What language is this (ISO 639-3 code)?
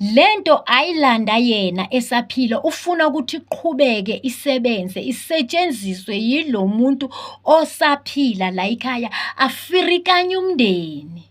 zul